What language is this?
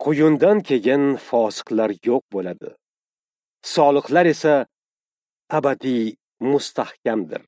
Uzbek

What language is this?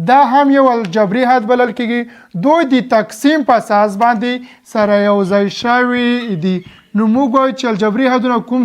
Pashto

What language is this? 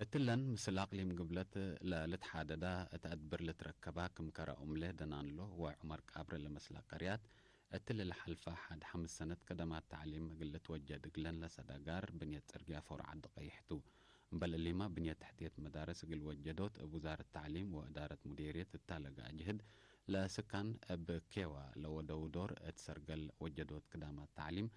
Tigre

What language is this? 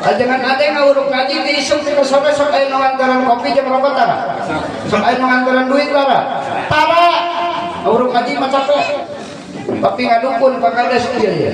Sundanese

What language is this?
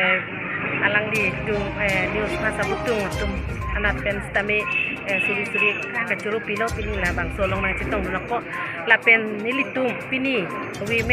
Karbi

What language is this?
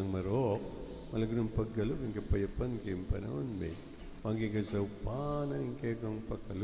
Pampanga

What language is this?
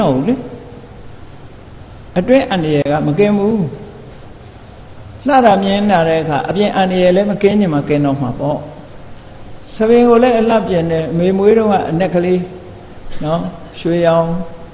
Burmese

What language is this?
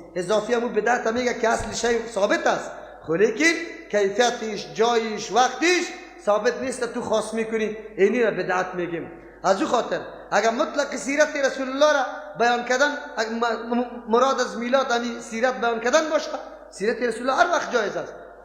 Persian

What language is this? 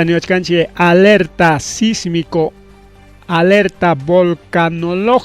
Ayacucho Quechua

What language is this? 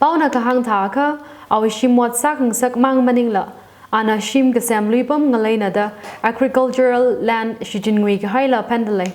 Tangkhul Naga (India)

